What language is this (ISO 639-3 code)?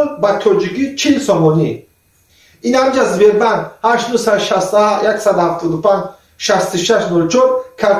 tgk